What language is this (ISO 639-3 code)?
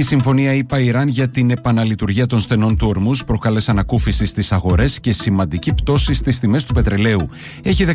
ell